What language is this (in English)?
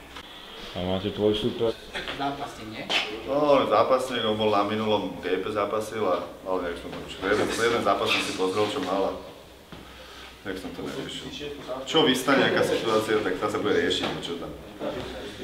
Slovak